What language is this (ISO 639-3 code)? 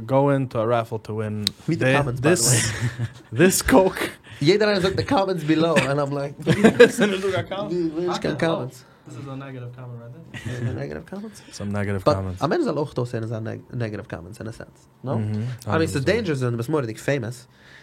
yid